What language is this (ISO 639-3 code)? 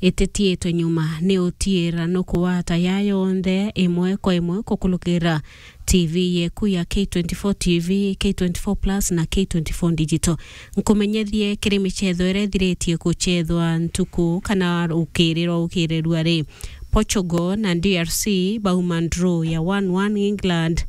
mer